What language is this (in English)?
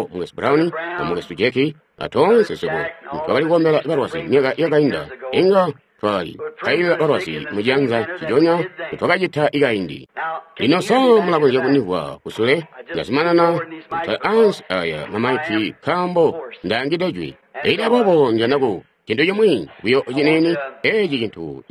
Tonga (Zambia)